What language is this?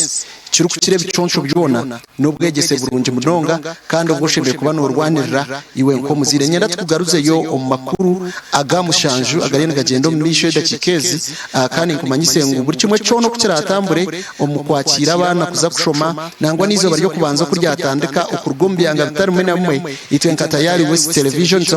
Nyankole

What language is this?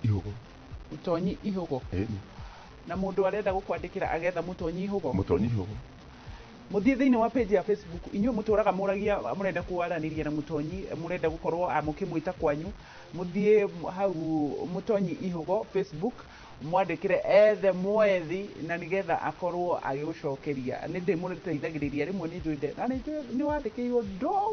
Kikuyu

